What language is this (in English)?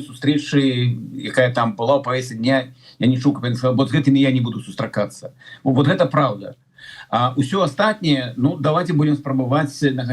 Belarusian